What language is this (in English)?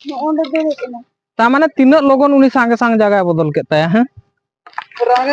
Santali